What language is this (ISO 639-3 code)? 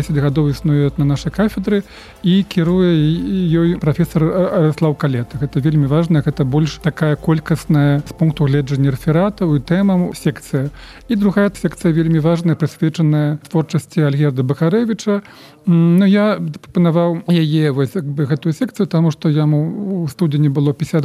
bel